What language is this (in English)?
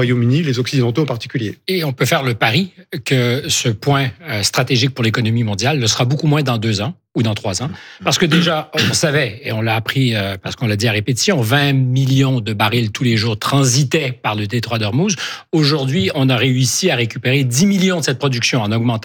French